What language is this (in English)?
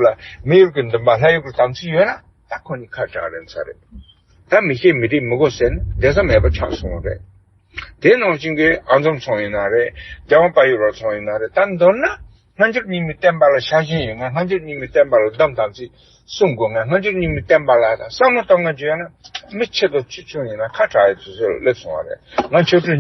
Tibetan